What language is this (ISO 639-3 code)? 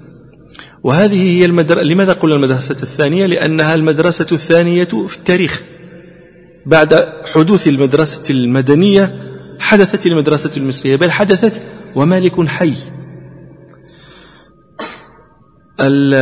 ara